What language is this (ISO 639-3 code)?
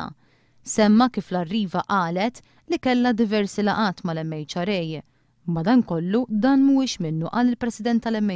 mlt